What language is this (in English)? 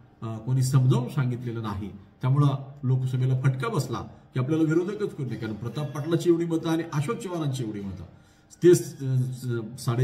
Marathi